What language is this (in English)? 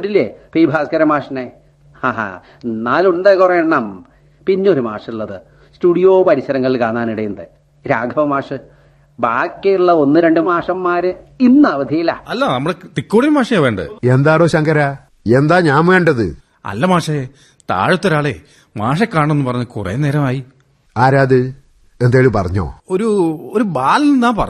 Malayalam